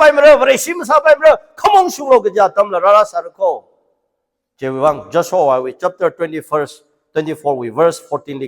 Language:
Tangkhul Naga (India)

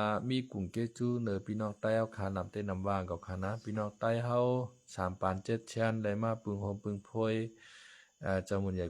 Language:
Shan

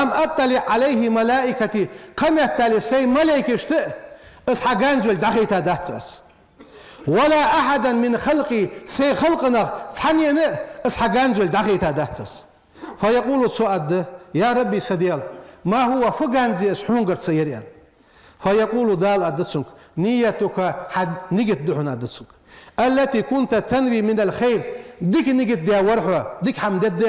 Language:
Ingush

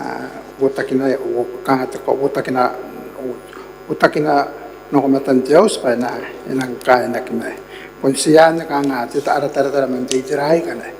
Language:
Gilbertese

